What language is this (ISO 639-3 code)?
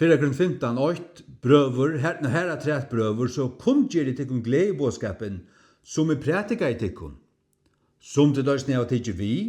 fao